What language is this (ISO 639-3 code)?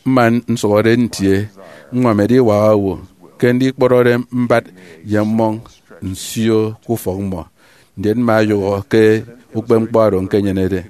efi